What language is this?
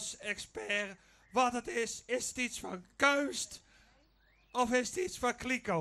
Western Frisian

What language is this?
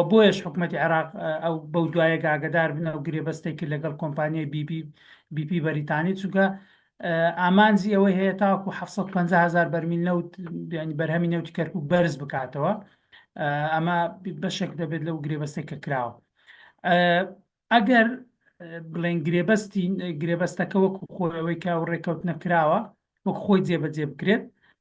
Central Kurdish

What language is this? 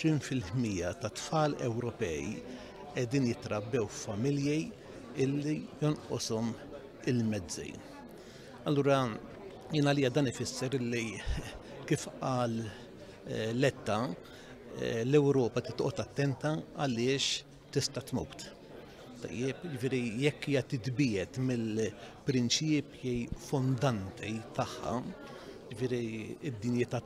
Maltese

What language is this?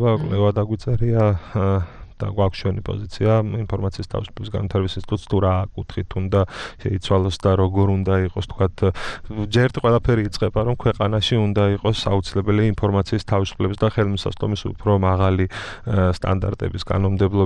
Georgian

